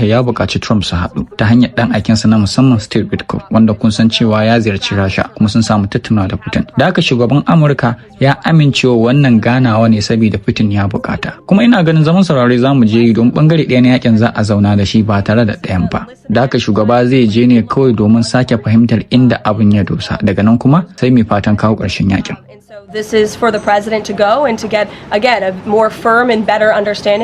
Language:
Hausa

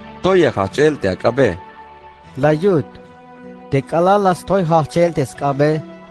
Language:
Tzeltal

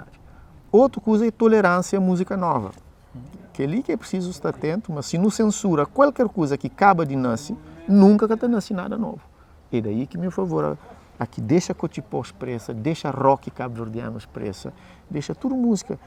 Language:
Kabuverdianu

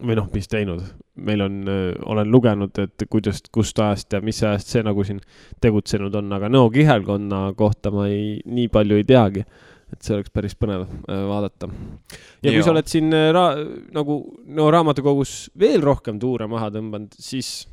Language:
Estonian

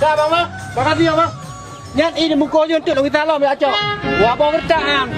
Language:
Achinese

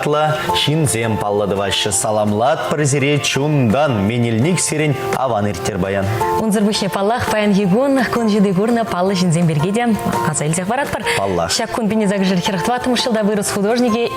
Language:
Chuvash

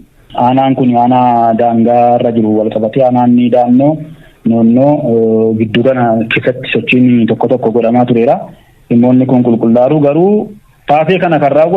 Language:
Oromo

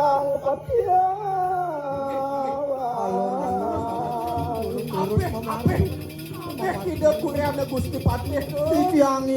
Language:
Balinese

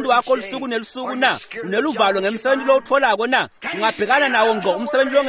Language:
Swati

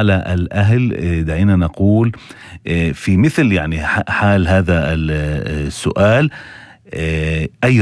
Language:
North Levantine Arabic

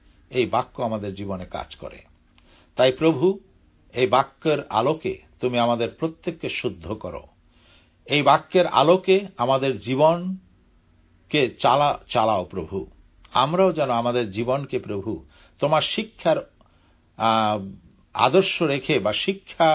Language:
Bangla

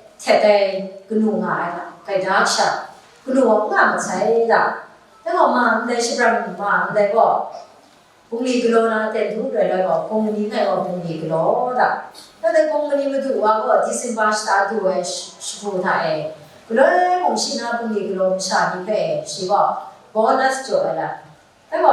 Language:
Kachin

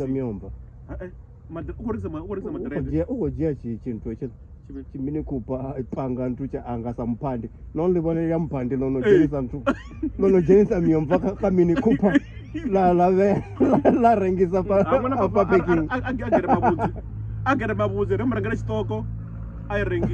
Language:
Venda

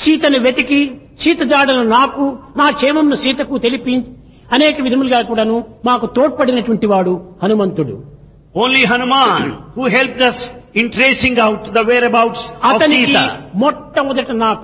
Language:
Telugu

